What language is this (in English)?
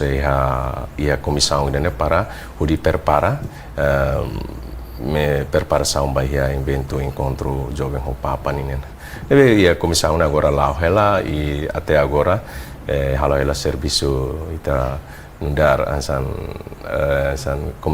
Tetum